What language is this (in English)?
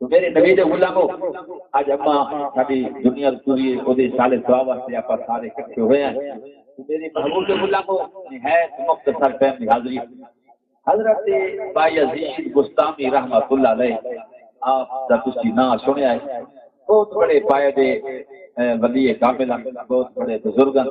Saraiki